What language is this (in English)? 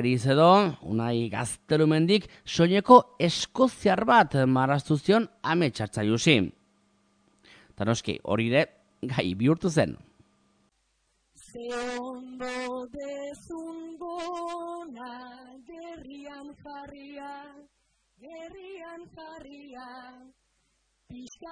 Basque